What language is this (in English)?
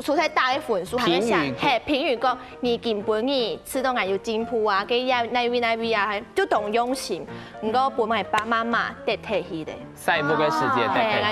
Hakka Chinese